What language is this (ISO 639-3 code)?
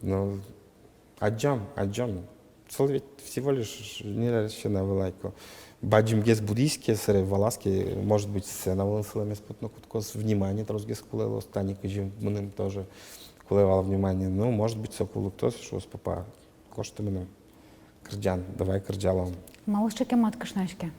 udm